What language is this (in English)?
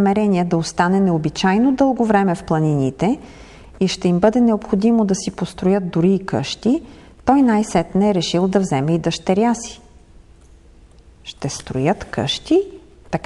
Bulgarian